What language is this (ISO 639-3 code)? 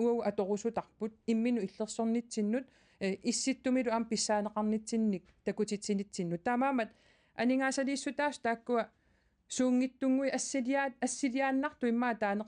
kal